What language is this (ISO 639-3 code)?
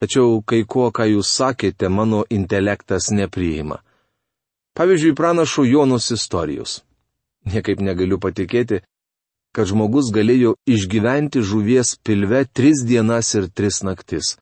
lit